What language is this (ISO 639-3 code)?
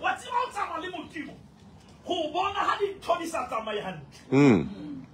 sot